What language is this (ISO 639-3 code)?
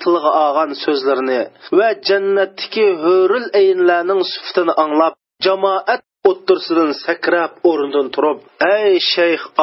uig